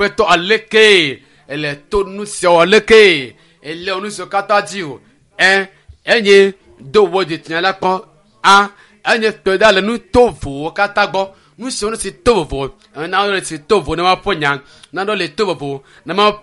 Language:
Ewe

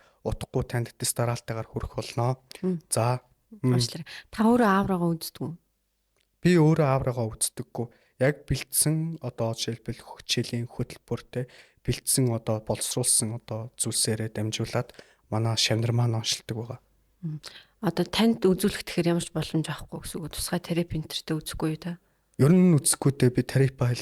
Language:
Mongolian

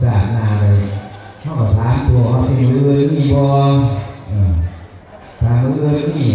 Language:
Northeastern Thai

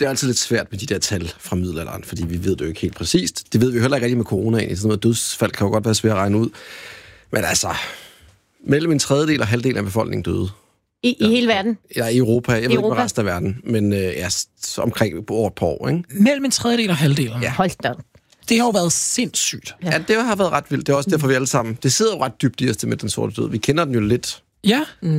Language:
Danish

